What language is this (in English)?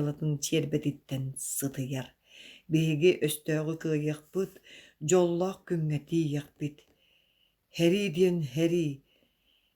Yakut